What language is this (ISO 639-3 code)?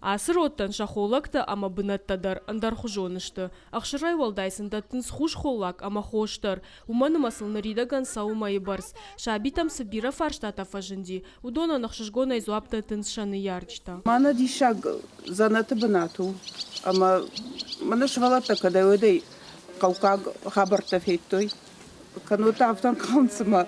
oss